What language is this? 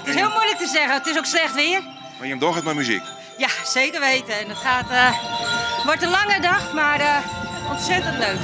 Western Frisian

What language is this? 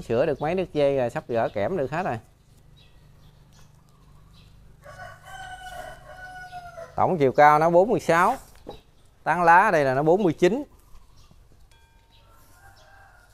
Vietnamese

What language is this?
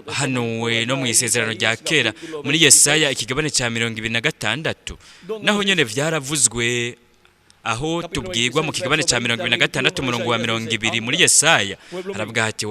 Rundi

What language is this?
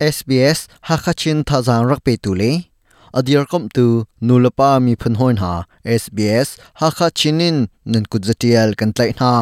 Hakha Chin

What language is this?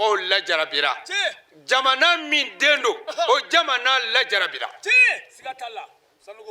Bambara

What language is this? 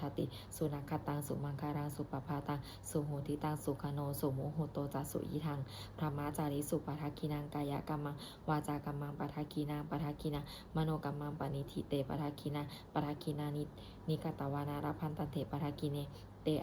Pali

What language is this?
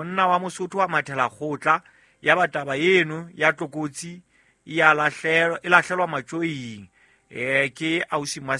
Southern Sotho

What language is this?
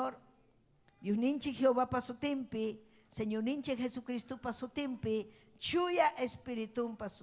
Ayacucho Quechua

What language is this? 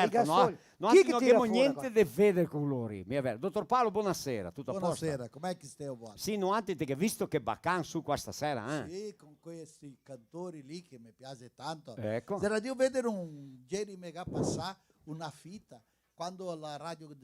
Venetian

